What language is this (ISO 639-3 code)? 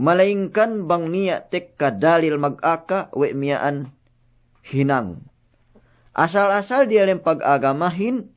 yka